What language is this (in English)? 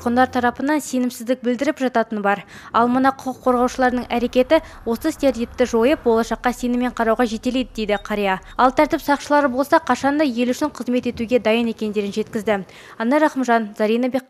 Kazakh